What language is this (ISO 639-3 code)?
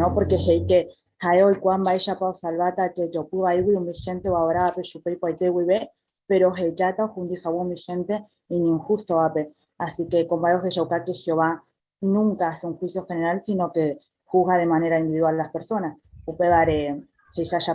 grn